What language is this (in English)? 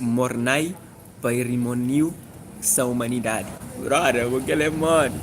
Kabuverdianu